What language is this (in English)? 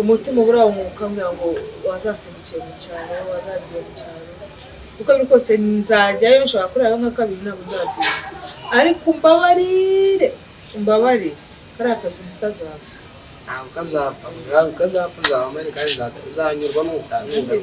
Kinyarwanda